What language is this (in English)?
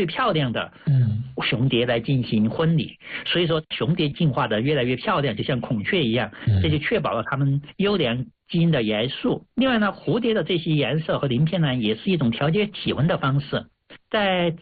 Chinese